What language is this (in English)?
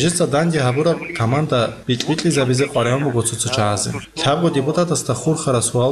Avaric